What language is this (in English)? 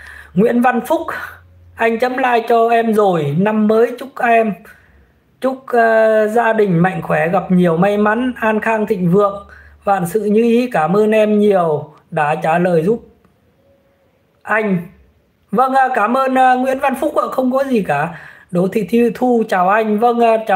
Vietnamese